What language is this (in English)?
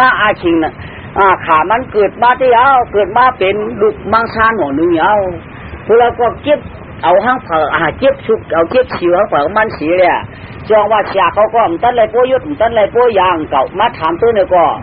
Shan